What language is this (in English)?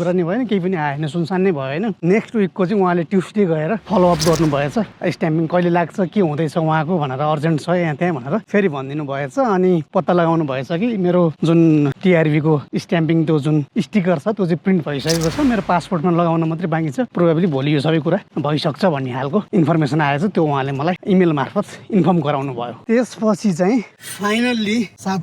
Nepali